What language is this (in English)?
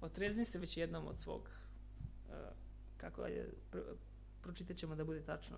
Serbian